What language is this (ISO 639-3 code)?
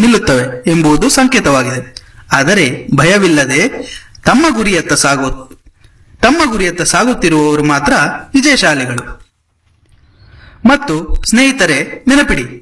kan